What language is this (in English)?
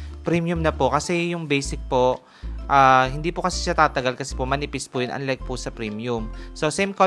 Filipino